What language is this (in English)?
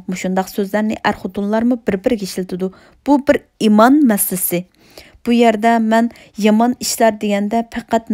Uyghur